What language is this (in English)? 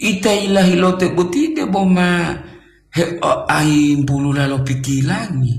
Gorontalo